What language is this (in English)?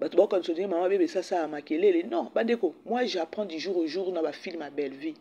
Lingala